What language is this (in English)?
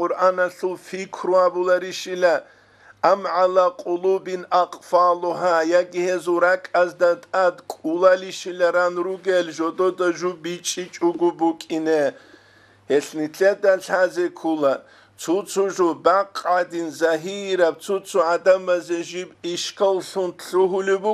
Avaric